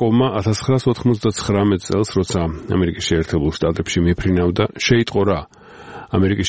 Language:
Georgian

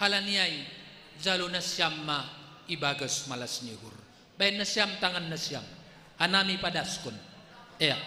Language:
Batak Simalungun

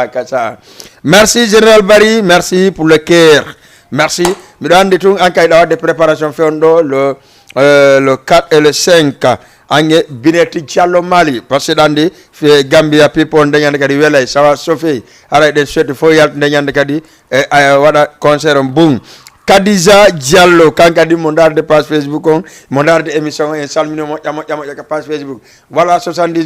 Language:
Fula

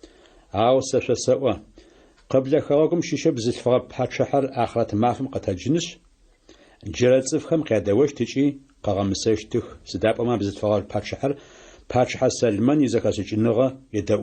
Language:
Adyghe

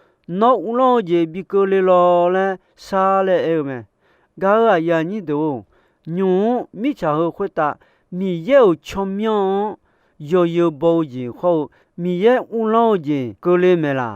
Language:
Akha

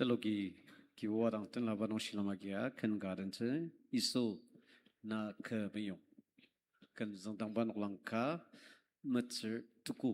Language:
Ao Naga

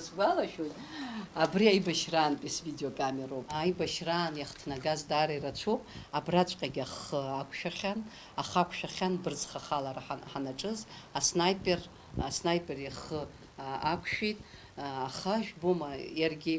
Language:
Abkhazian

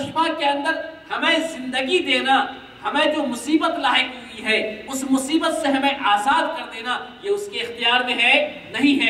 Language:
Urdu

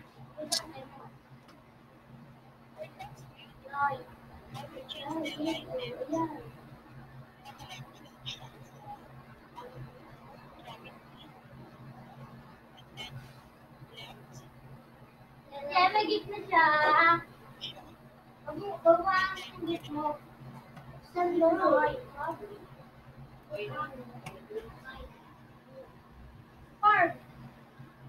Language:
Filipino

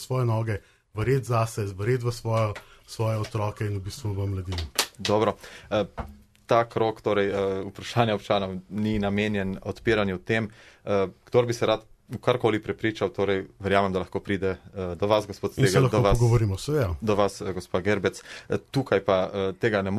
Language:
Slovenian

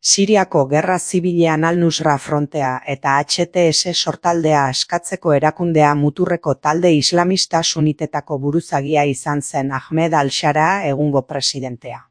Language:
Basque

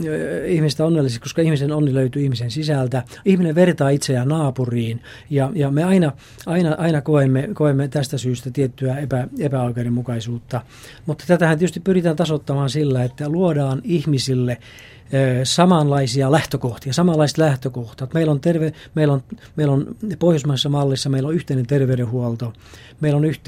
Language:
Finnish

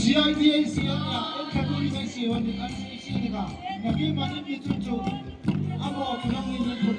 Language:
Hmar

